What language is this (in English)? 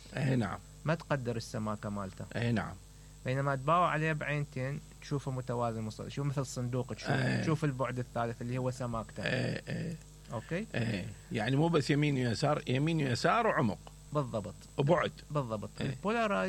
Mesopotamian Arabic